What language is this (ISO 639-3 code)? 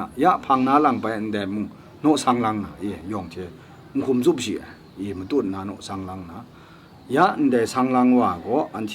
kac